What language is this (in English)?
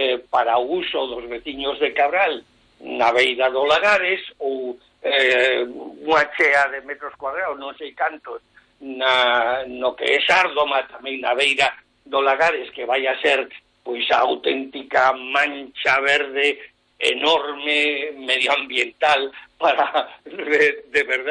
Galician